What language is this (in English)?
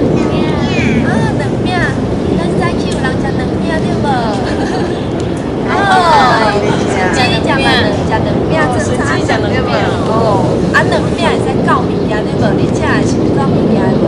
Min Nan Chinese